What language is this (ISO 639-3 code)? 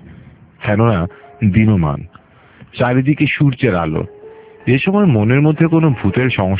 ben